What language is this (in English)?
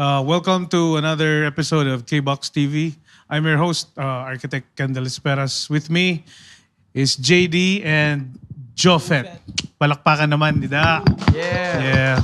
Waray